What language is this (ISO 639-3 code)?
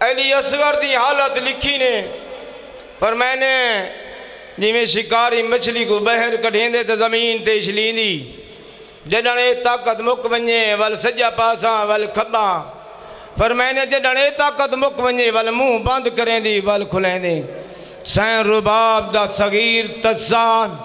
skr